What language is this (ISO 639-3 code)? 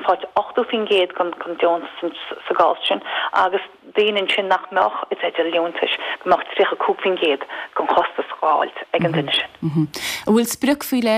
gle